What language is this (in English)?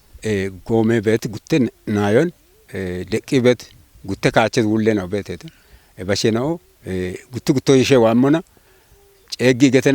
Kafa